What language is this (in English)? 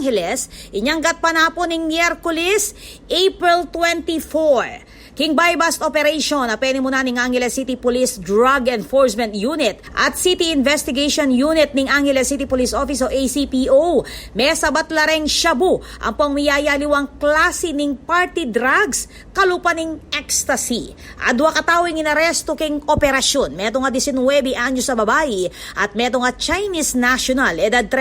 Pampanga